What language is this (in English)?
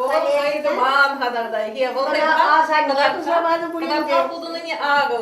Chuvash